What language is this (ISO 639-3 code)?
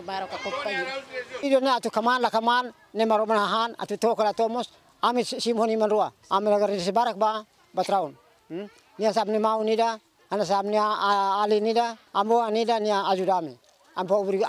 tet